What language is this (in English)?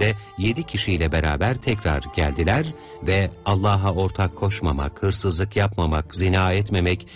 Turkish